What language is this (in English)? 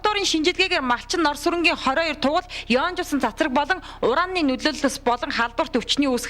Mongolian